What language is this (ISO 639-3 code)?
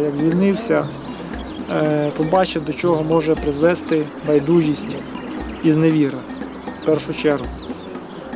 ukr